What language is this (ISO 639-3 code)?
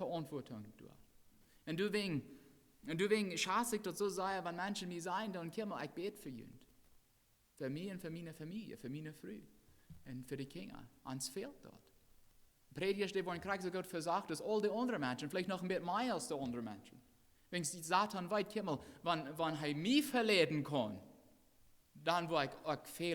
pdt